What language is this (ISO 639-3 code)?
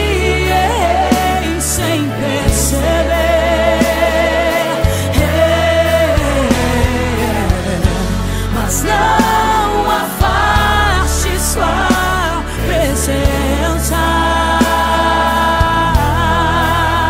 por